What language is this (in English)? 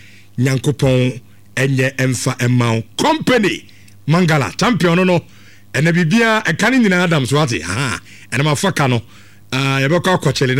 Akan